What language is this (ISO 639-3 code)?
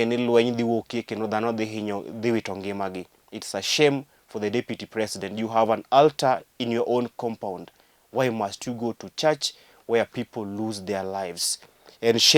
luo